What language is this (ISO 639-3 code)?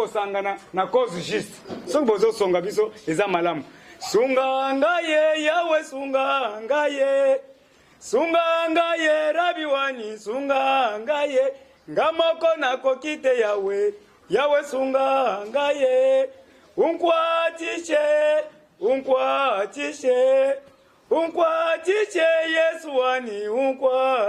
lin